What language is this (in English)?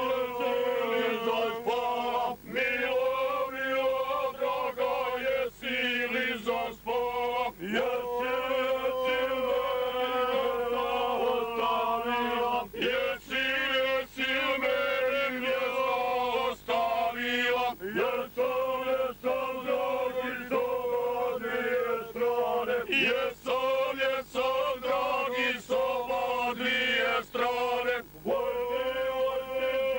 Croatian